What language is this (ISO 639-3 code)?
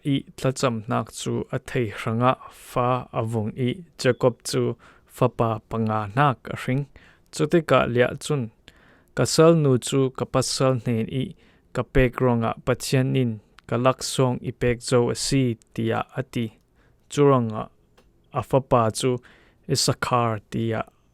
cfm